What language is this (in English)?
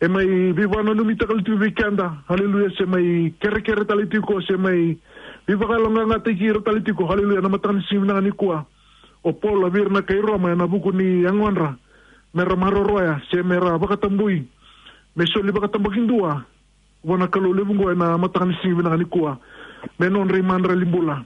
Fijian